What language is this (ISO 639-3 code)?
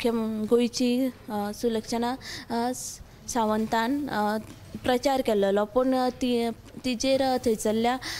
kok